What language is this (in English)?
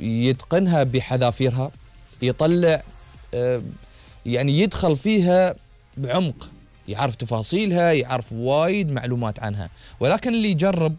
Gulf Arabic